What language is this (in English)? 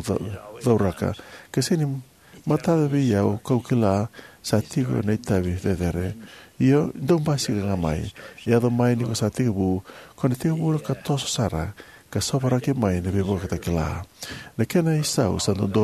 Fijian